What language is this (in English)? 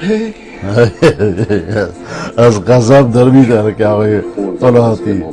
Persian